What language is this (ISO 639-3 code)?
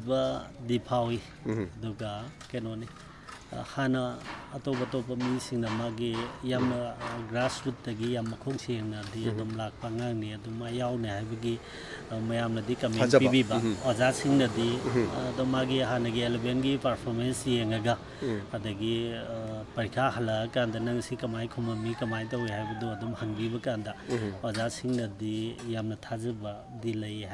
mni